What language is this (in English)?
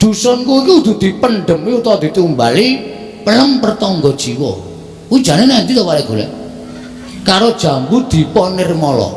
Javanese